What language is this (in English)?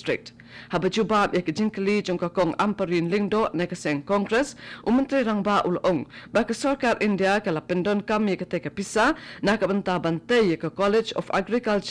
Khasi